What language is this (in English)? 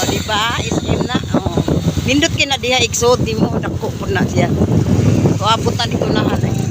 Cebuano